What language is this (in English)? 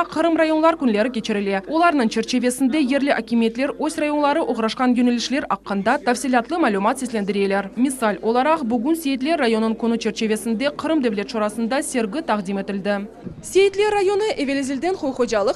Crimean Tatar